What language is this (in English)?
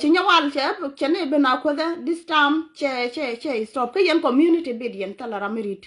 Nuer